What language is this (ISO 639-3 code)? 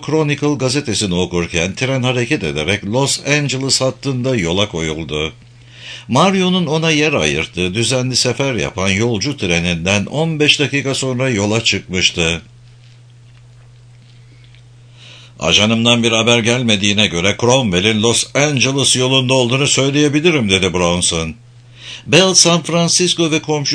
tur